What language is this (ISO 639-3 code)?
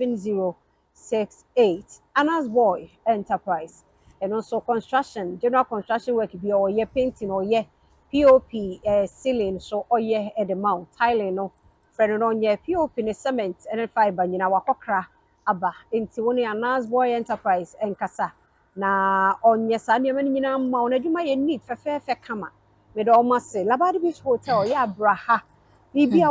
aka